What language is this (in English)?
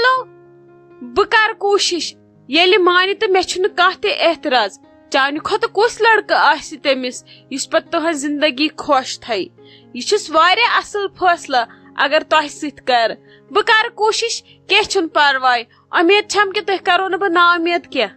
Kashmiri